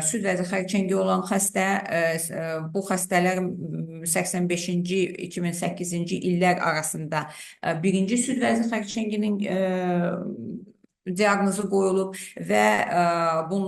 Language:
Azerbaijani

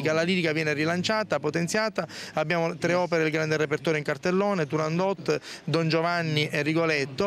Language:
Italian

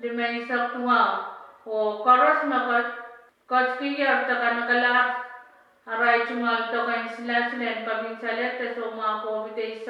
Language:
Pohnpeian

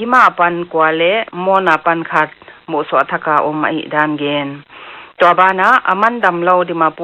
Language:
Paite Chin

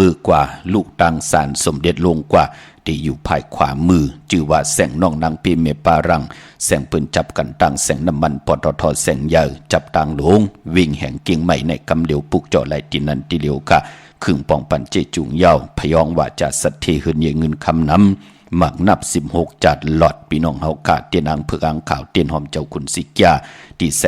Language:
Shan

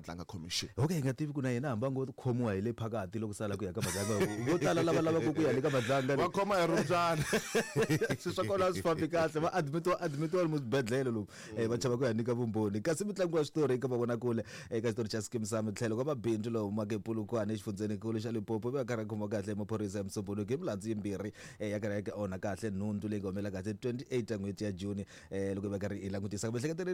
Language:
Tsonga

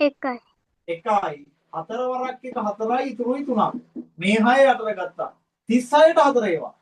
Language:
Sinhala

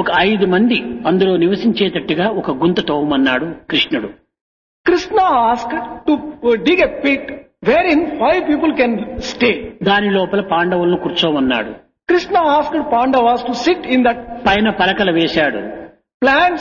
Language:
Telugu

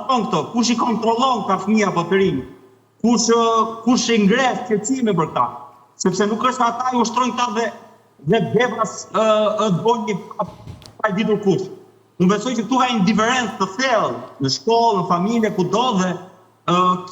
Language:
Albanian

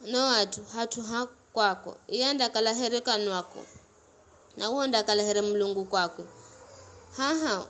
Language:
Giryama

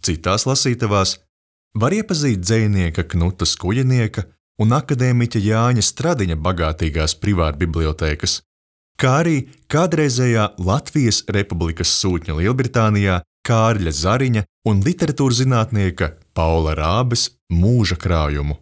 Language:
Latvian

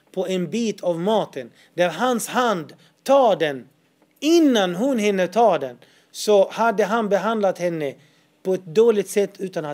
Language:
Swedish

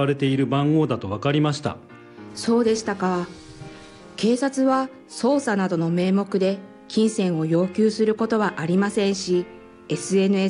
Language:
Japanese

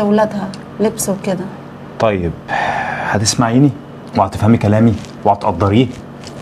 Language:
Egyptian Arabic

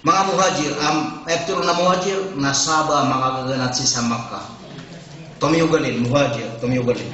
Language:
Maranao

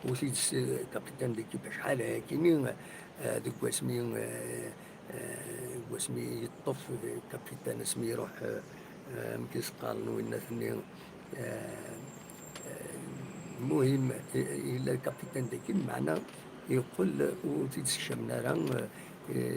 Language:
Kabyle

